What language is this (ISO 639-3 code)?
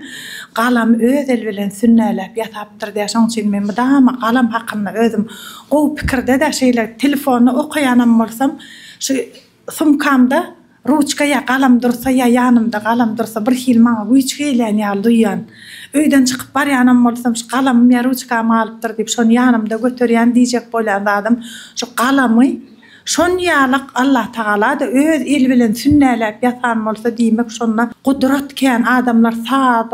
tuk